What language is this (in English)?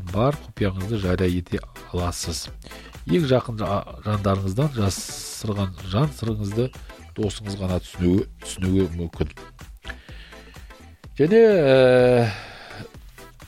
Kazakh